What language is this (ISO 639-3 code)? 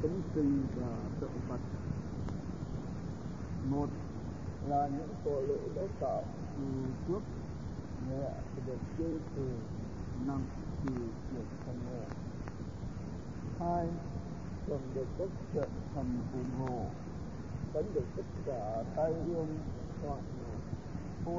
vie